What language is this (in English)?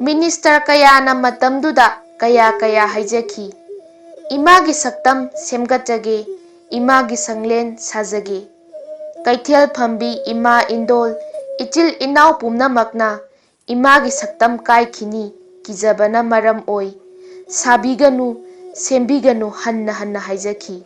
Manipuri